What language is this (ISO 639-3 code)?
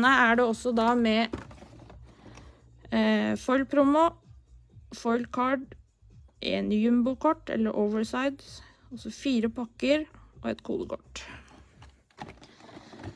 nor